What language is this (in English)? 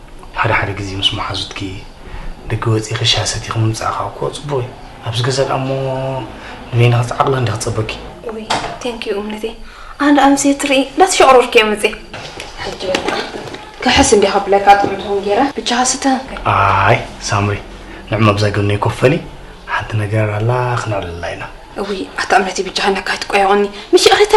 Tigrinya